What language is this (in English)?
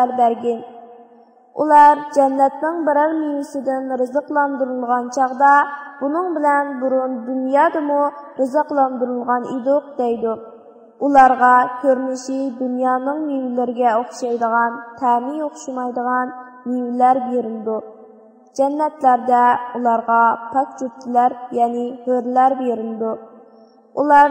Uyghur